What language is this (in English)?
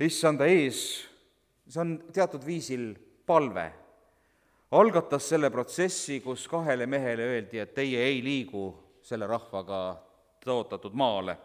Estonian